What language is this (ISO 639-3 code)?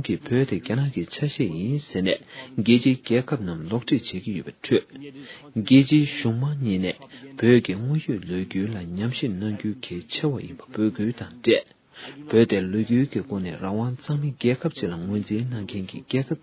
bod